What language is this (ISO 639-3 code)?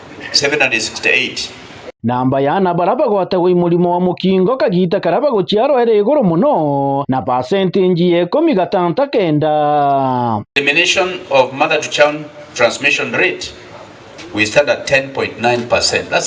mer